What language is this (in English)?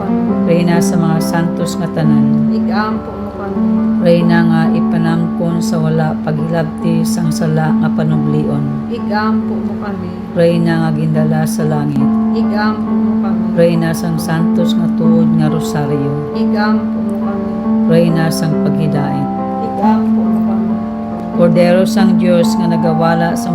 Hiligaynon